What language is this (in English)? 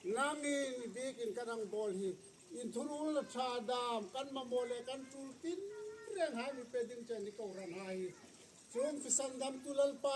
Hmar